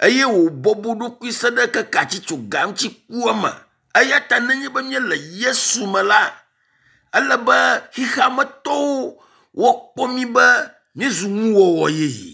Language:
Ewe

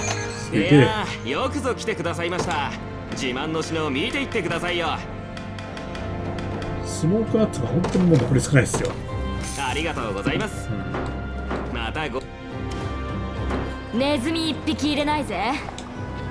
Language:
Japanese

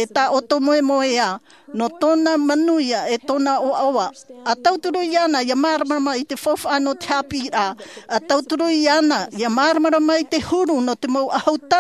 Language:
Tahitian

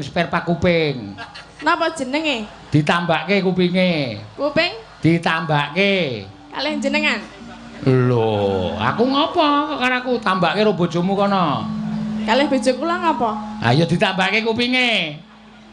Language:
Javanese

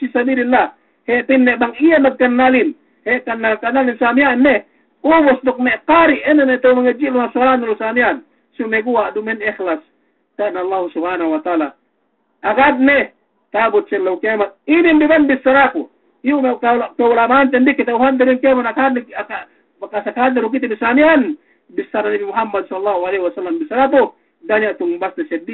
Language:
Yakan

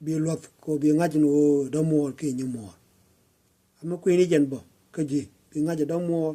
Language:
Nuer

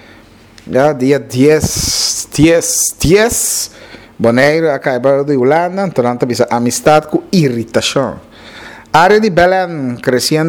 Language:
Papiamento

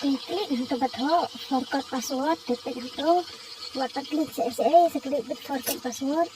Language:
Khasi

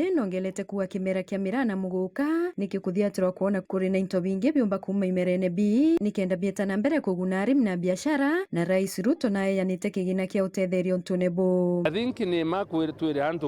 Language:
Meru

